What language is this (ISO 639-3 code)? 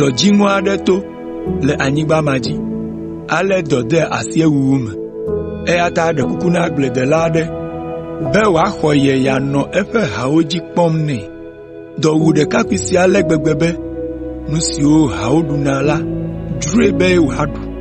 ewe